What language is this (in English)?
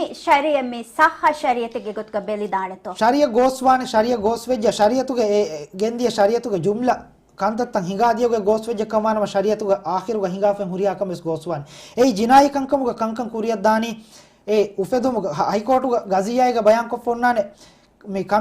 Divehi